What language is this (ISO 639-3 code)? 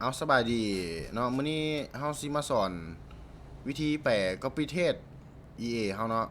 lao